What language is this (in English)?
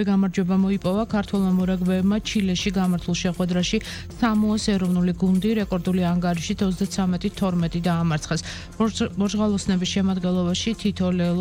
Georgian